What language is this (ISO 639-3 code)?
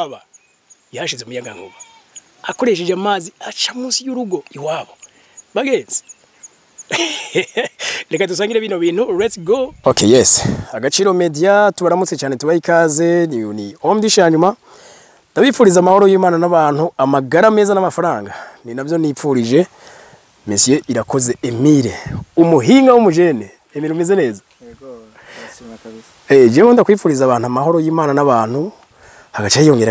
run